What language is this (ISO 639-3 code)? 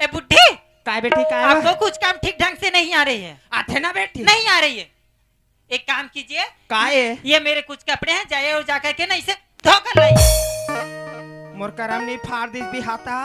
hne